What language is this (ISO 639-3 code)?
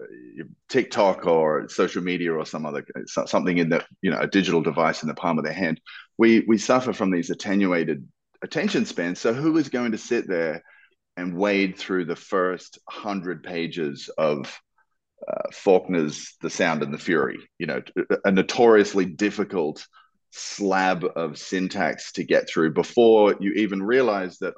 eng